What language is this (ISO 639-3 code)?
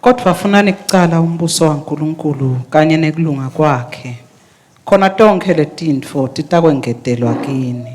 ssw